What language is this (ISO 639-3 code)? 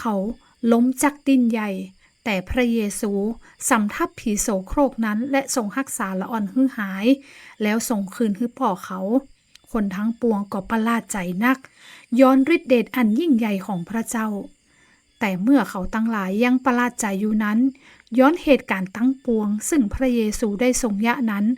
nod